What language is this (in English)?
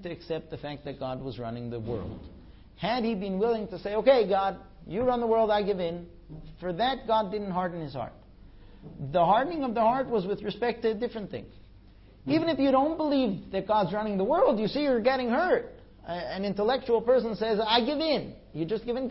English